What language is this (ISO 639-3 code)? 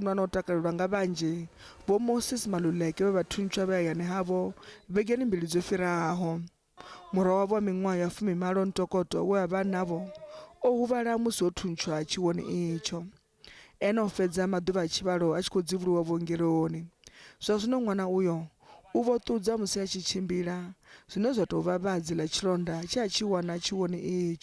ven